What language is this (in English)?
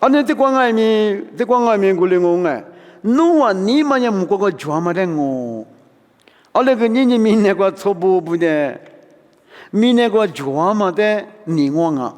Lisu